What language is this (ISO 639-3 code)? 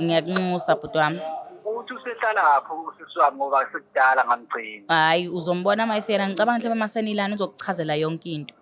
zul